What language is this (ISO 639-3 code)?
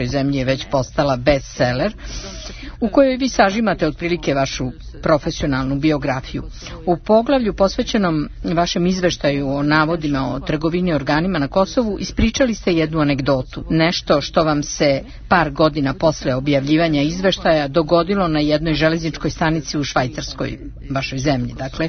srp